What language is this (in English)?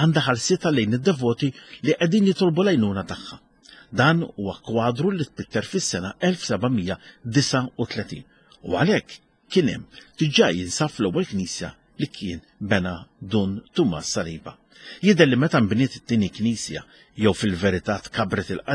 Maltese